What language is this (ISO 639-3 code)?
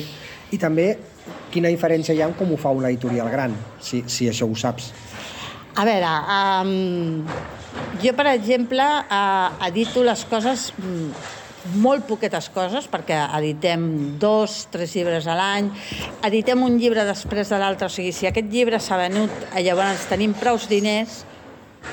cat